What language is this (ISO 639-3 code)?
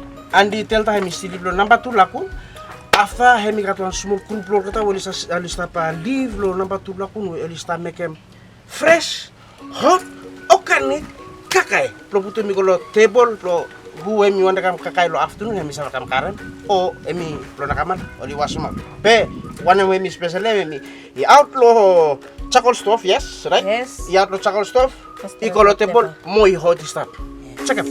bis